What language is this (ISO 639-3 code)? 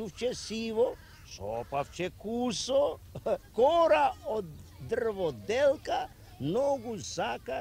mkd